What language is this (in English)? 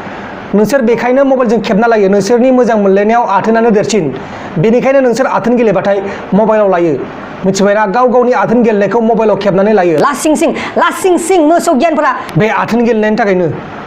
Bodo